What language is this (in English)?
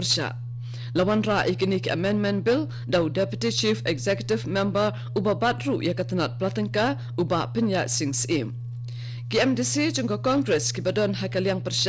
Khasi